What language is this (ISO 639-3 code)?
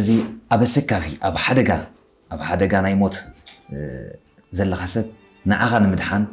tir